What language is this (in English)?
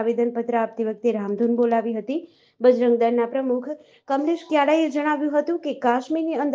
Gujarati